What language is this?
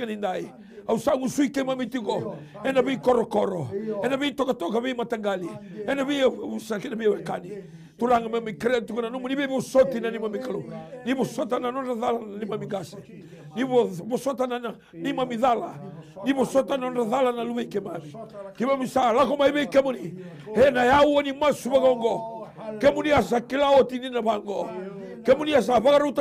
Fijian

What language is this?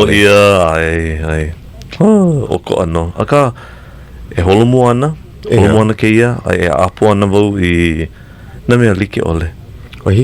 Hawaiian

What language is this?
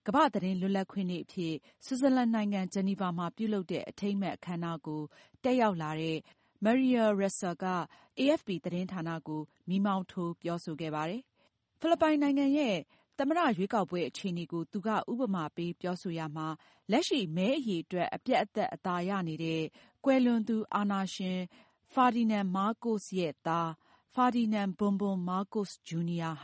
Burmese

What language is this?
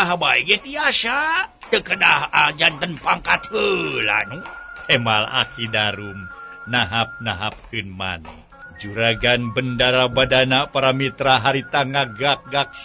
Sundanese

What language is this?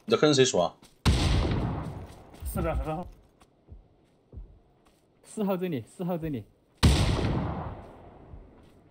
Chinese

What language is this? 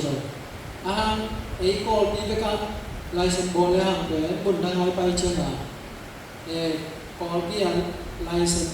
Tedim Chin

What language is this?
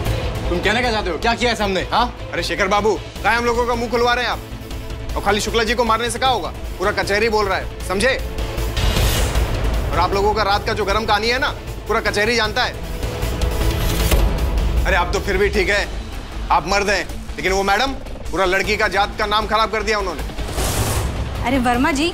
Hindi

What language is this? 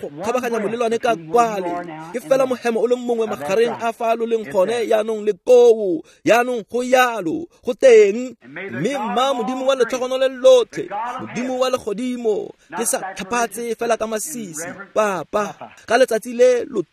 Tswana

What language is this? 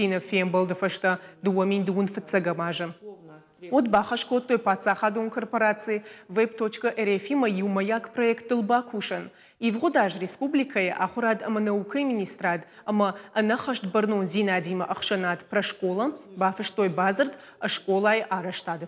Ossetic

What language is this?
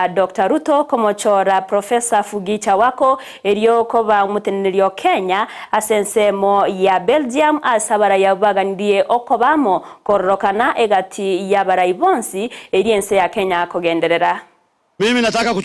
Gusii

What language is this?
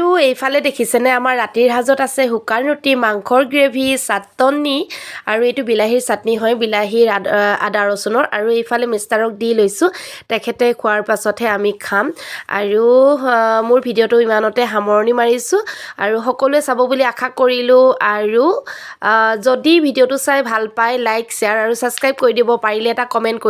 Assamese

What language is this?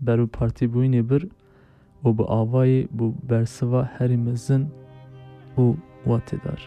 Kurdish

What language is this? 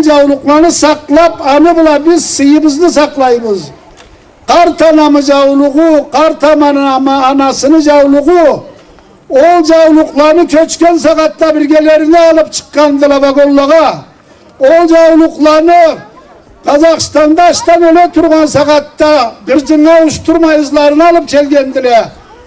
Karachay-Balkar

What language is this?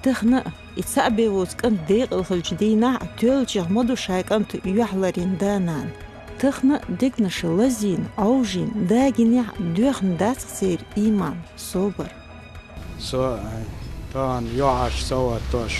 Chechen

